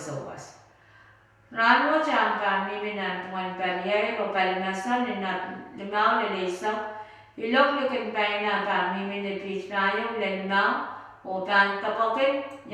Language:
Pohnpeian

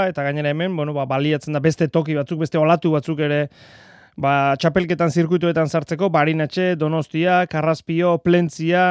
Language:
Basque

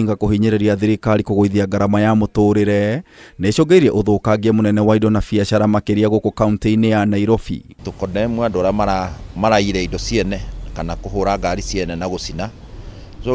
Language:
Kikuyu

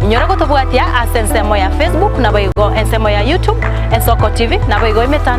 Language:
Gusii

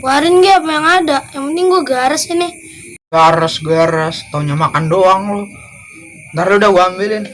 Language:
Betawi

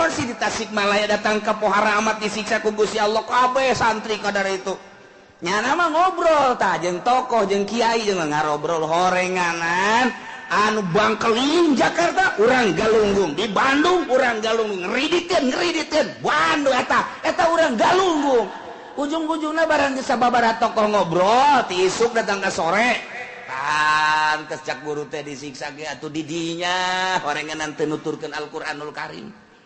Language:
Sundanese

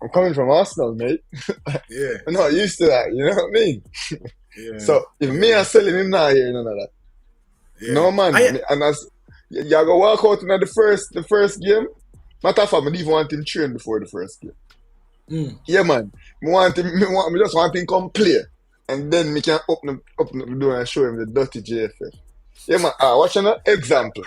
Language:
Jamaican Creole English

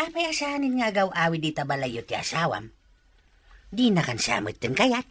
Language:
Iloko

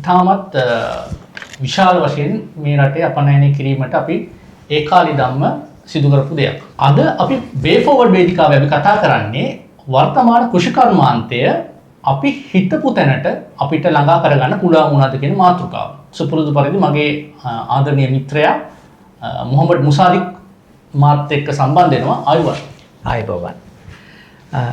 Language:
Sinhala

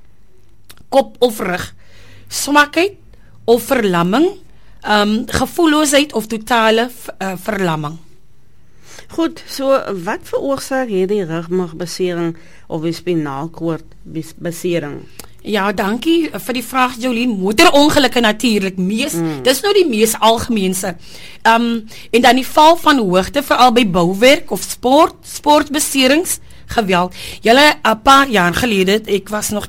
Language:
Afrikaans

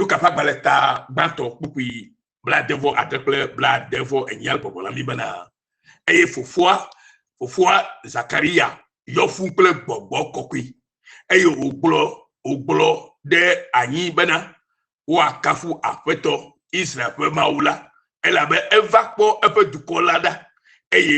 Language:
Ewe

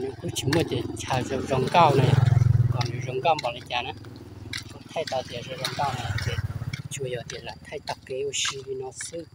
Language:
Hmong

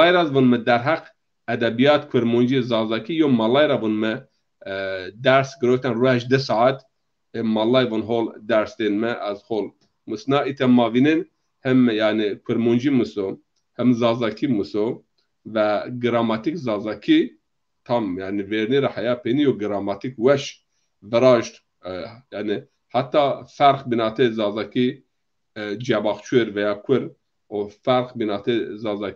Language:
Zaza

